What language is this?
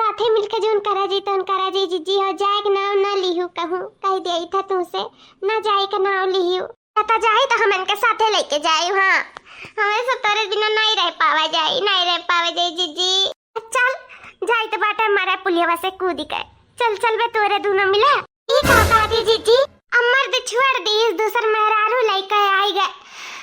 Awadhi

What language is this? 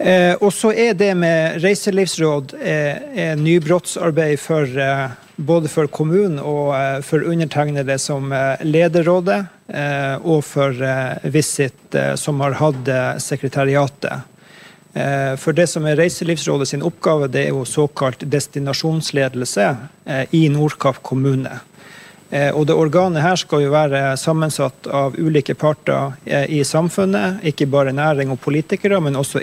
Norwegian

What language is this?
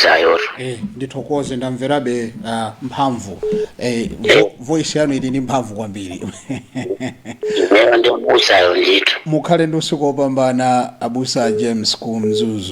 Nyanja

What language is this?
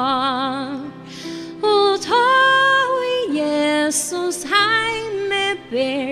Faroese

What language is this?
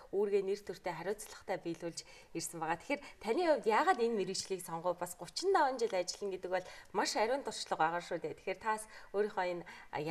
Mongolian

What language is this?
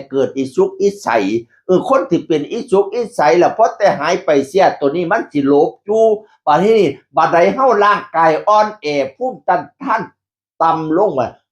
Northeastern Thai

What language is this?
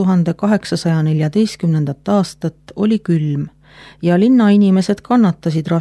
Estonian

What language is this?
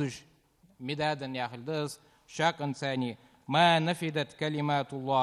Ingush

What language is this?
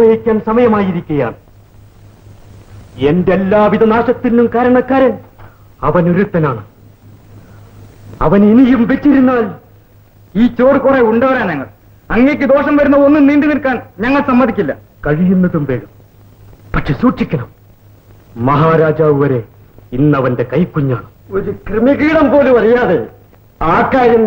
Malayalam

